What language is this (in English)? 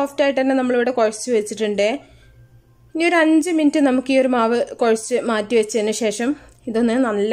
Malayalam